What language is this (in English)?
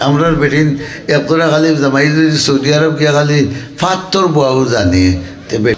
Sylheti